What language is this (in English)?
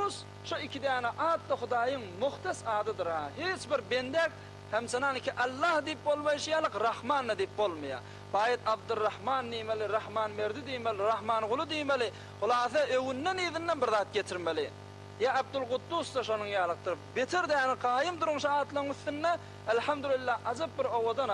Turkmen